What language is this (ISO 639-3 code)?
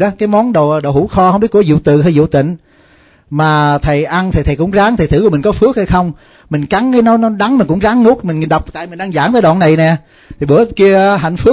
vie